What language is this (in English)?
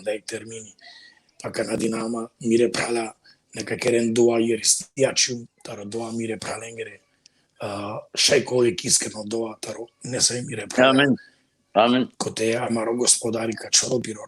Balkan Romani